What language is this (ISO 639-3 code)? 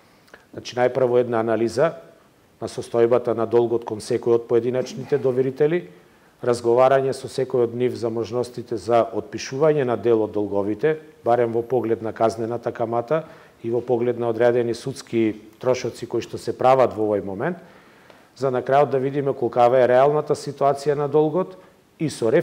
mkd